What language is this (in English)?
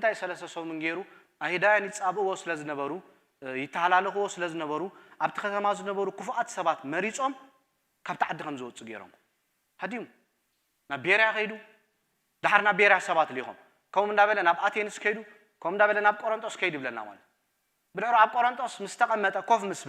Tigrinya